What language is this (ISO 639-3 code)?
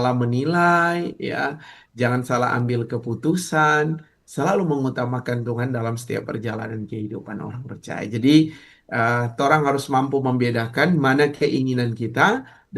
xmm